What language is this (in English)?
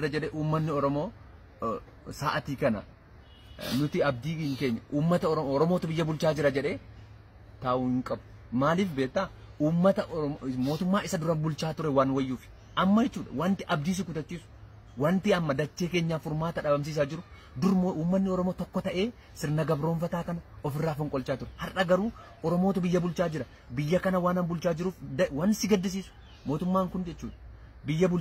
Oromo